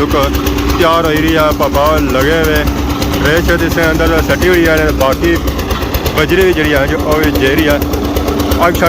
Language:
Pahari-Potwari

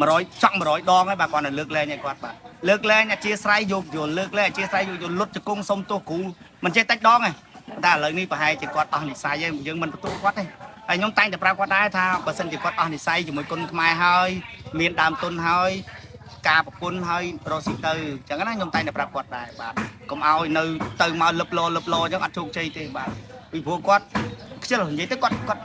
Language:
Khmer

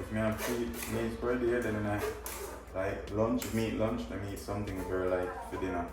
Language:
Jamaican Creole English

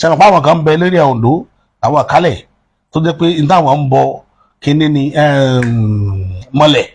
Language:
Yoruba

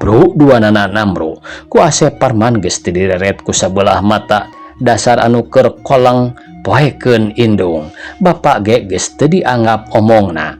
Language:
Sundanese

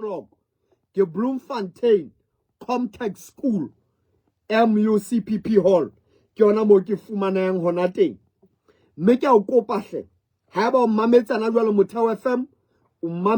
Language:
Southern Sotho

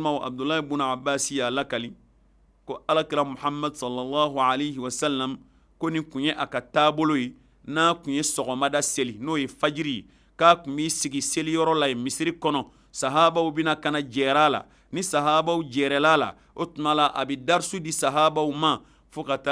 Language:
Bambara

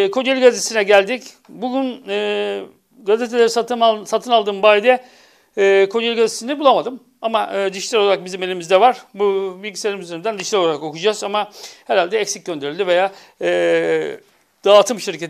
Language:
Turkish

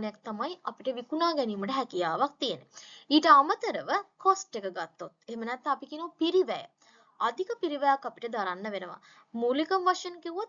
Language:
Sinhala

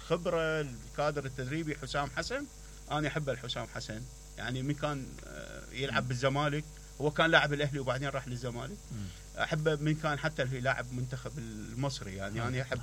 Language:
Mesopotamian Arabic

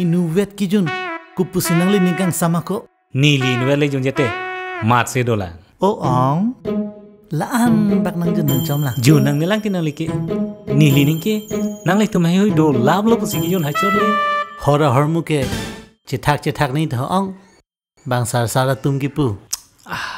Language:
Karbi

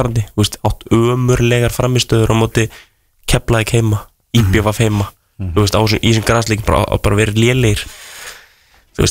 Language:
Icelandic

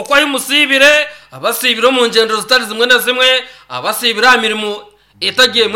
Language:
Nyankole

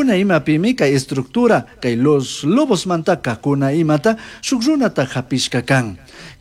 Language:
Chimborazo Highland Quichua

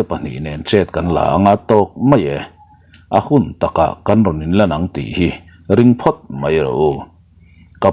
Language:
Mizo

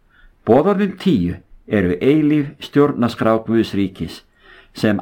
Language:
Icelandic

